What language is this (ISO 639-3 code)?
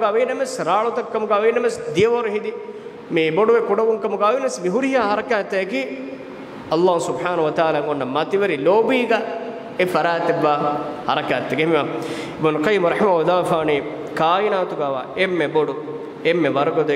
div